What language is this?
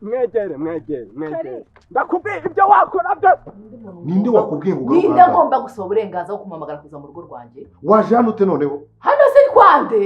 Kinyarwanda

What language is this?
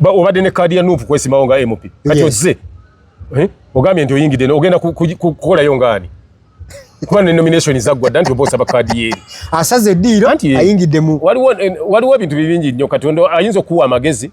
Ganda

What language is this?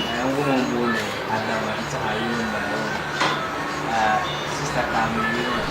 Dagbani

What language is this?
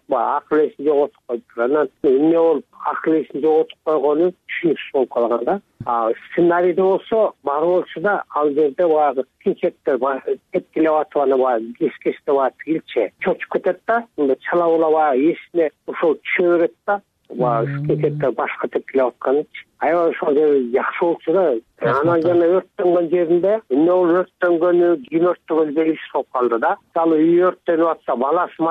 Kyrgyz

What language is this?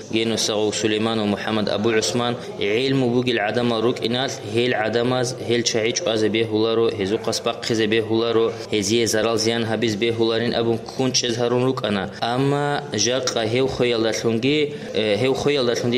Avaric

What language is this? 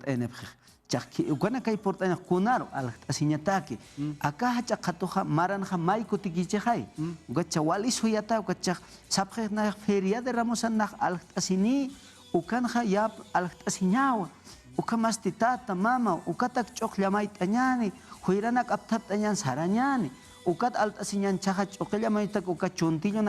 Aymara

